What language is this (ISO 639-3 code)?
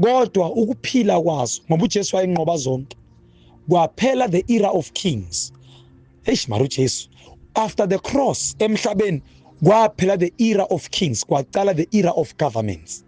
zul